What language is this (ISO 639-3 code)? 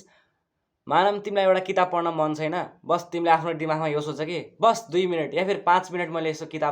nep